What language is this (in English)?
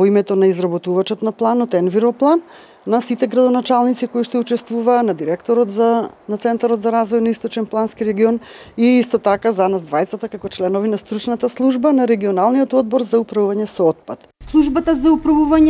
Macedonian